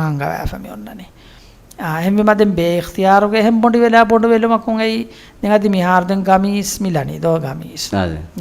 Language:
Divehi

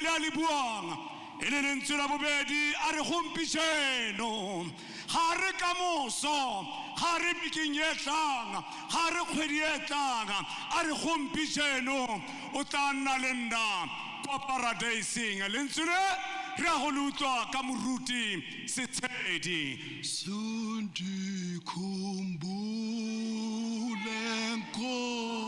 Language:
Tswana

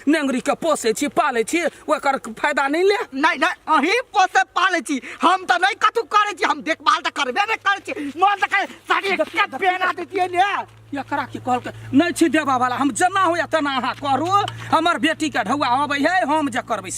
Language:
Maithili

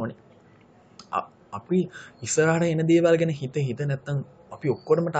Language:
Sinhala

